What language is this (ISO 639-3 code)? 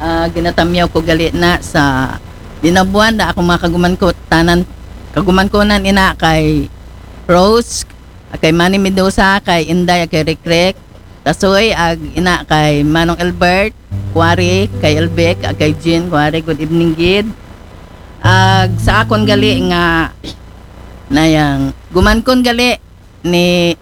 akl